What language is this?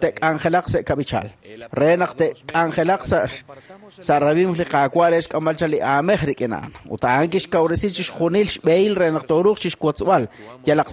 Kekchí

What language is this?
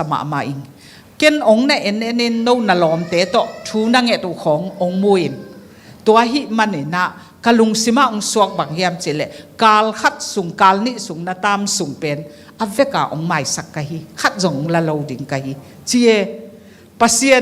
Tedim Chin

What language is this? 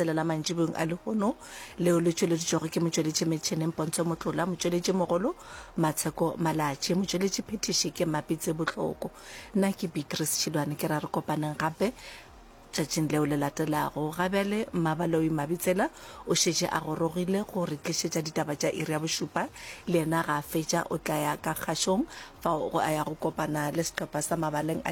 Northern Sotho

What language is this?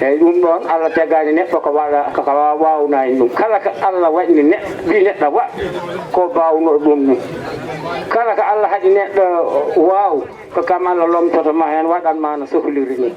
Fula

